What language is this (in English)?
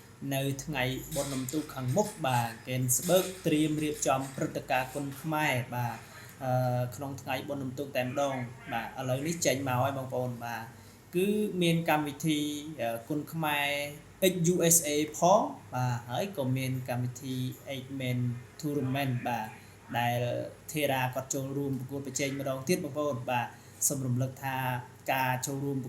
Khmer